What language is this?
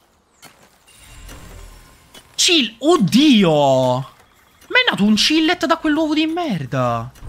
Italian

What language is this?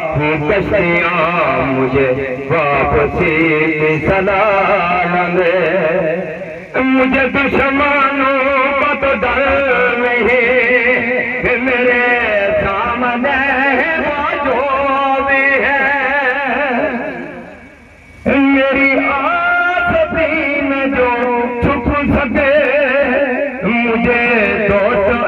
Urdu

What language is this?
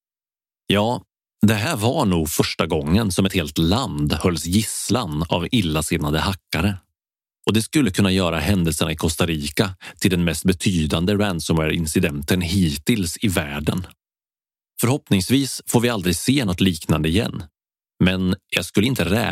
Swedish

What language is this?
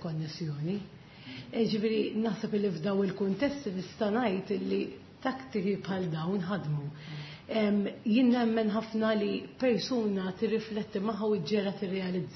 Maltese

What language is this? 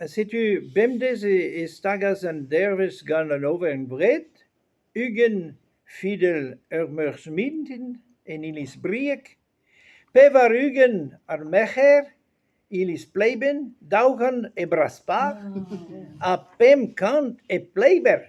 Breton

